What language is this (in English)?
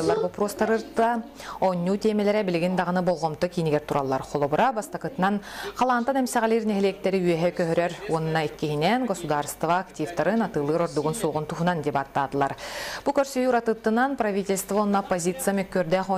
Yakut